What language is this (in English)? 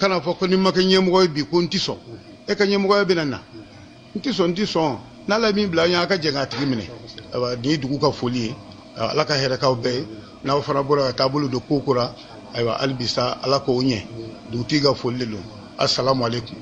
Bambara